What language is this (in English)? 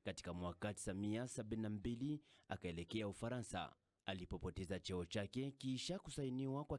Swahili